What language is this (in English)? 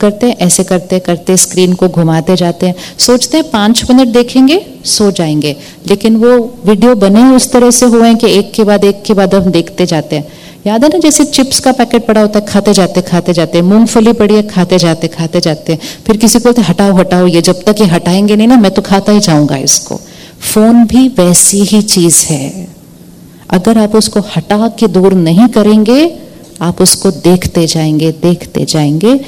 Hindi